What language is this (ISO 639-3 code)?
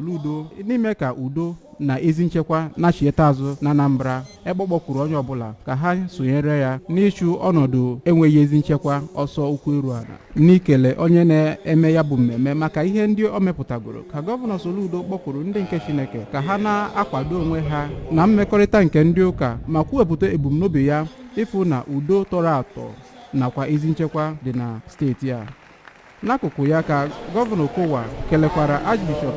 ibo